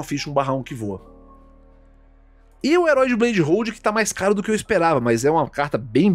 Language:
Portuguese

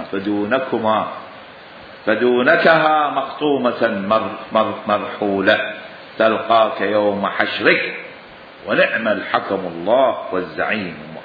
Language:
Mesopotamian Arabic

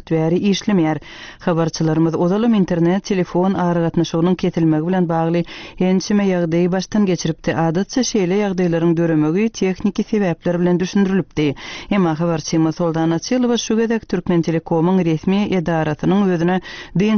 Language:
Turkmen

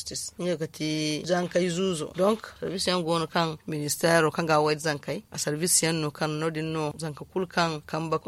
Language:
Zarma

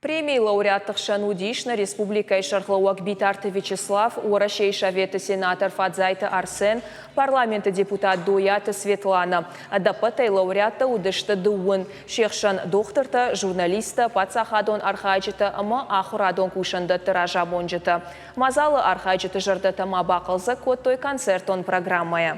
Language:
Ossetic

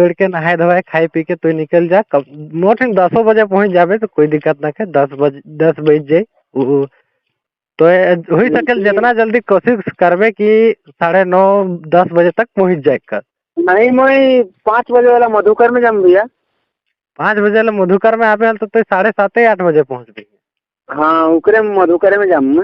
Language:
Sadri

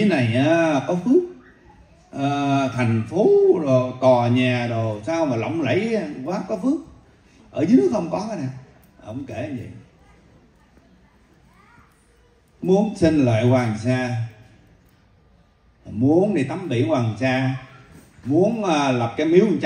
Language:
Vietnamese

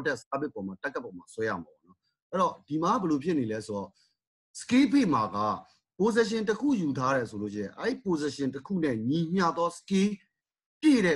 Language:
Burmese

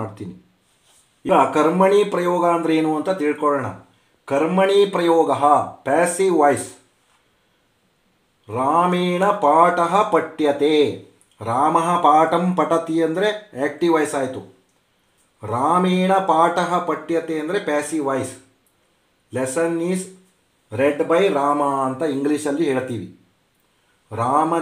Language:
Kannada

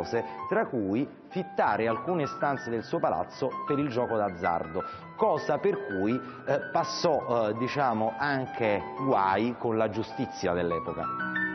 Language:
Italian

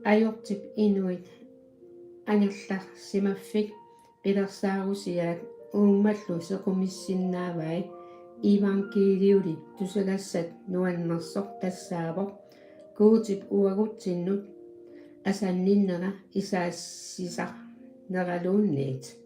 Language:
Kalaallisut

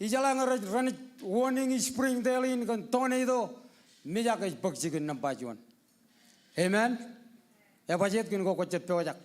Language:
Marshallese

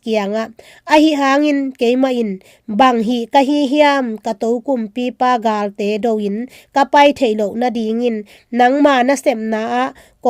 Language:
Tedim Chin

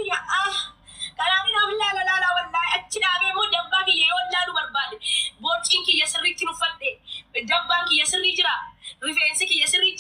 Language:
Oromo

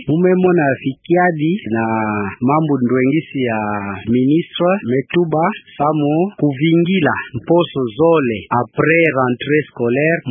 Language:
Kituba (Democratic Republic of Congo)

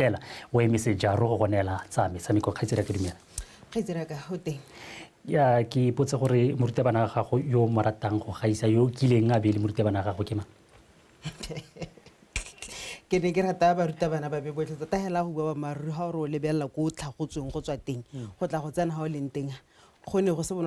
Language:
Tswana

